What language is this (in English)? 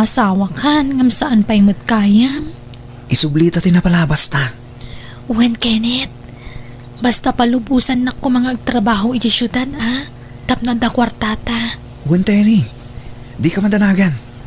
Iloko